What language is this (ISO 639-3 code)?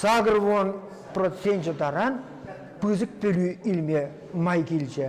chv